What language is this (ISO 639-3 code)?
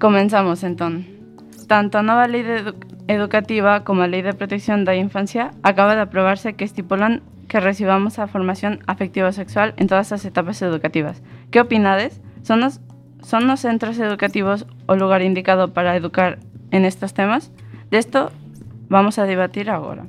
glg